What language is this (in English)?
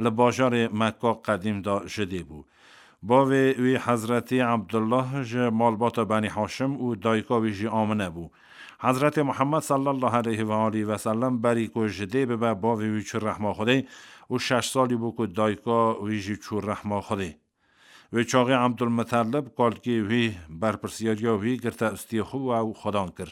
Kurdish